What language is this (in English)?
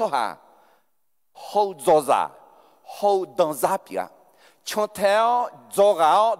Akha